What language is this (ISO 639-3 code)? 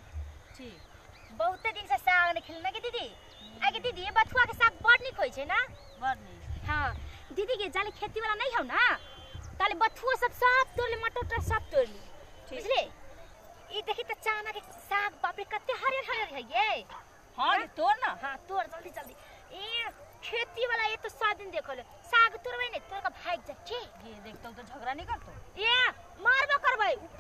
mai